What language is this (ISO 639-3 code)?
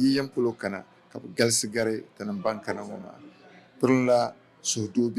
dag